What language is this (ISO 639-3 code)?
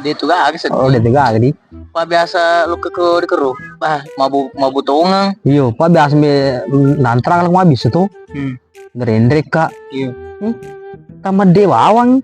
bug